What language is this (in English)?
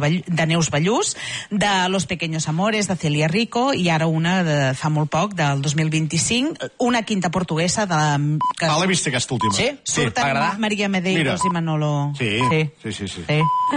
Catalan